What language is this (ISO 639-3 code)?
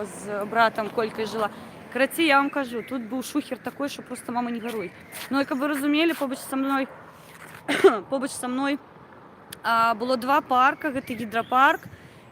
bel